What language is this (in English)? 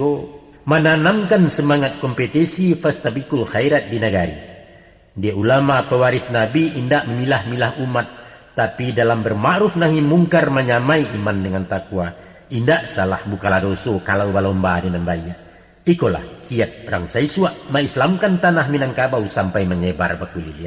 Minangkabau